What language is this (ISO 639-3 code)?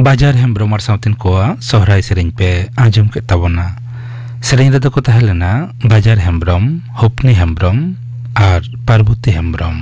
sat